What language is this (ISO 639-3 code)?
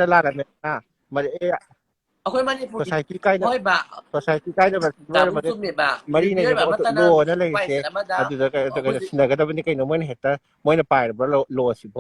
mni